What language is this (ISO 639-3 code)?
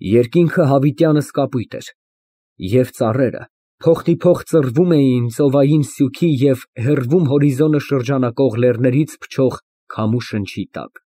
hye